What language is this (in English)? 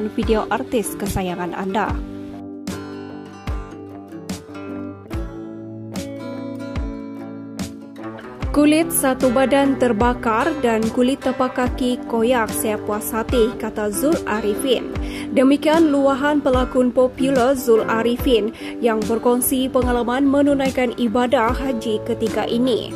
Malay